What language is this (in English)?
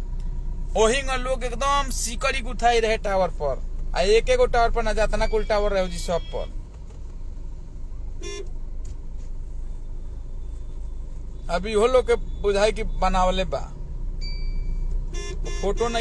Bhojpuri